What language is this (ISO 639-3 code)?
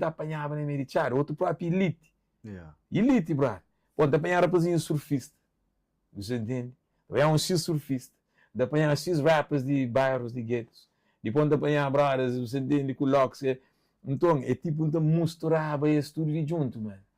kea